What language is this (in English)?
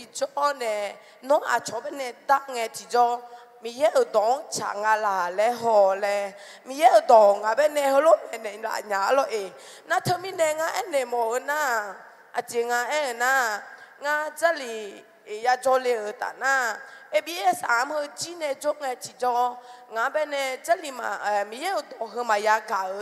Akha